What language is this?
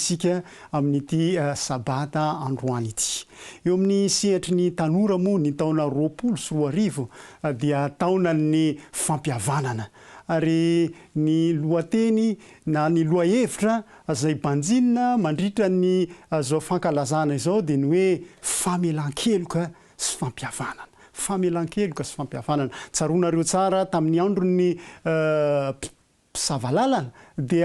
Malagasy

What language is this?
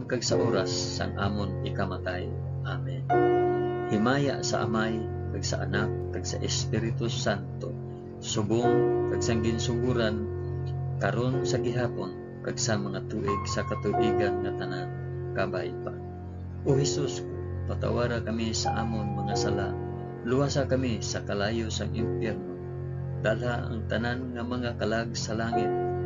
Hiligaynon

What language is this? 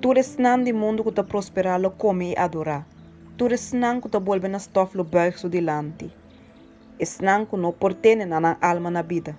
Papiamento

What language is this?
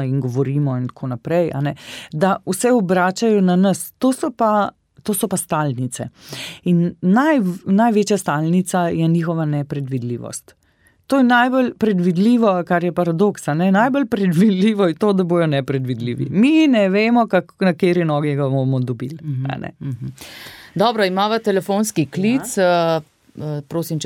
Slovenian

